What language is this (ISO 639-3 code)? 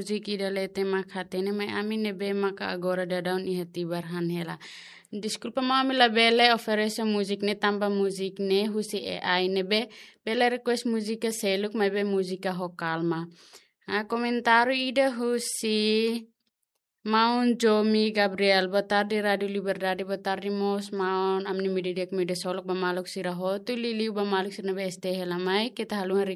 tet